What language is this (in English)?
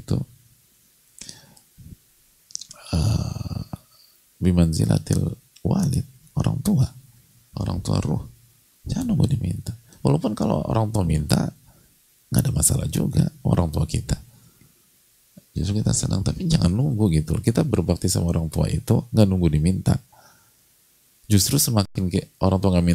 Indonesian